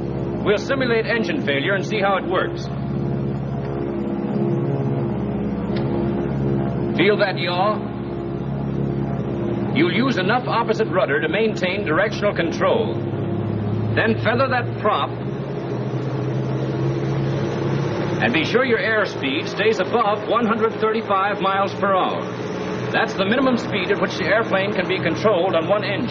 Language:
English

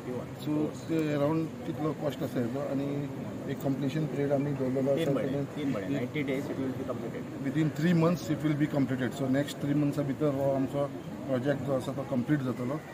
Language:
Konkani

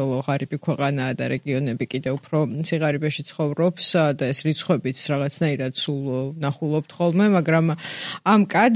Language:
Georgian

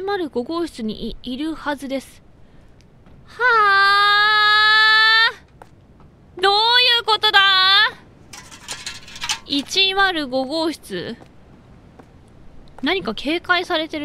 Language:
Japanese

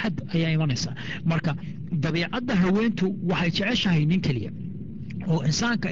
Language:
Somali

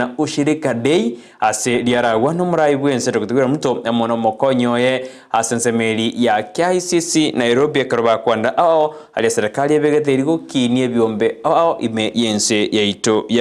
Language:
Gusii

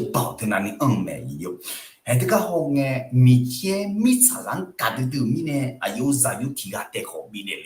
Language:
Akha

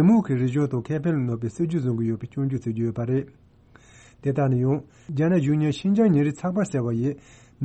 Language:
Tibetan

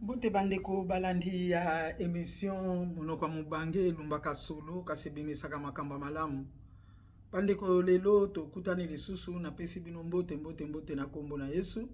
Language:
Lingala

